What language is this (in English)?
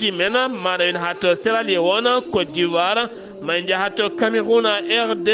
Fula